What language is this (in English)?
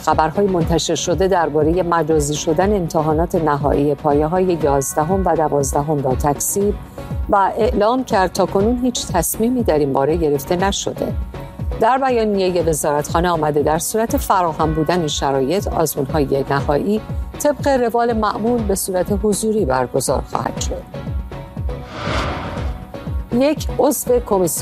Persian